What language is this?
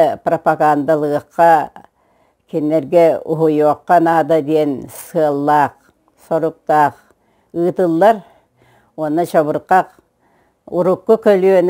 Yakut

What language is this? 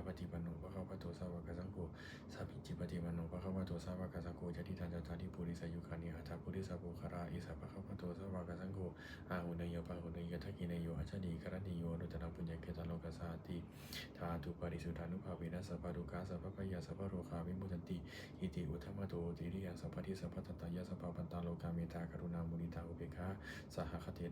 Pali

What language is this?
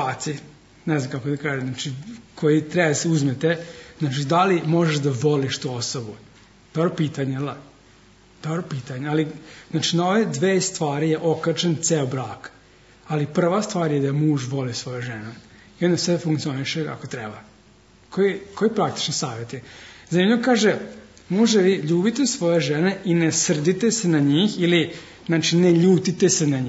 Serbian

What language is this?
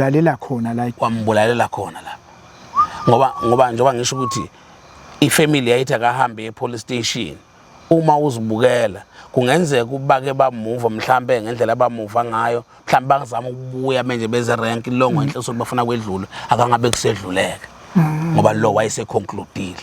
Zulu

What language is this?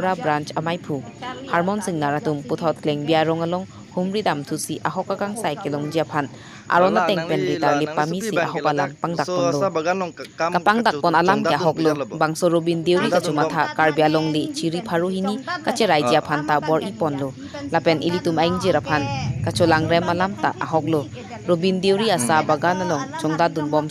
Karbi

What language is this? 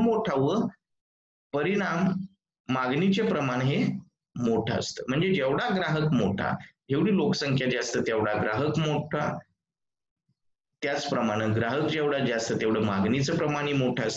Marathi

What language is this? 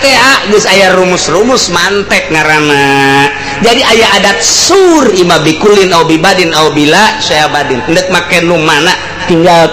Sundanese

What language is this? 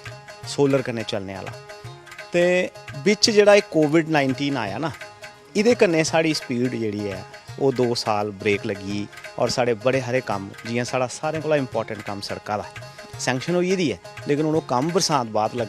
Dogri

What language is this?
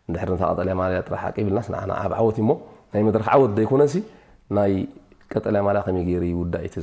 Tigrinya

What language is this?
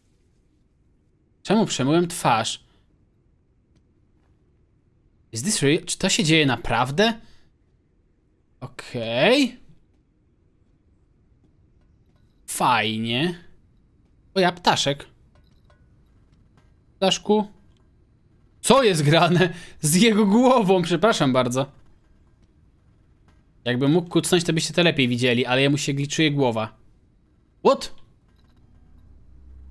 Polish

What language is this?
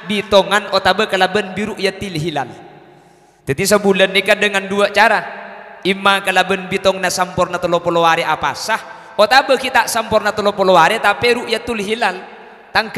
Madurese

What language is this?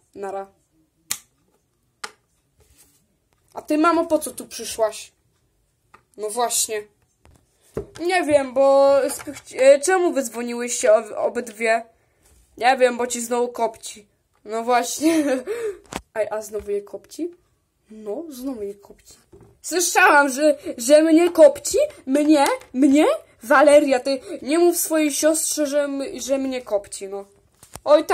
Polish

